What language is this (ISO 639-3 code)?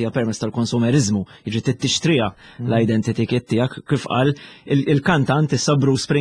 mlt